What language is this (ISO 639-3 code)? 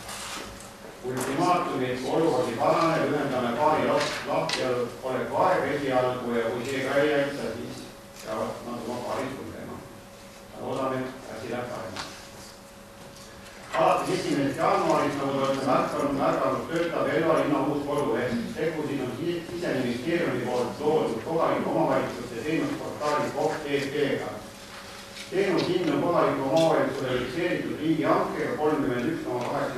est